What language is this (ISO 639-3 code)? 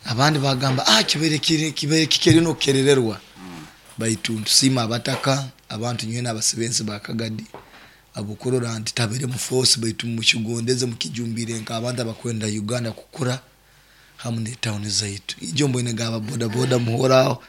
nyo